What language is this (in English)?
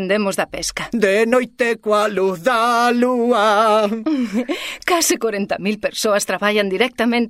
Galician